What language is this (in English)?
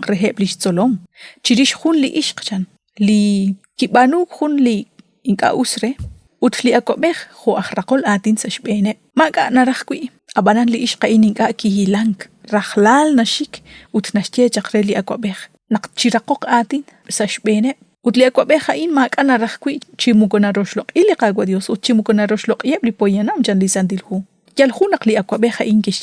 Kekchí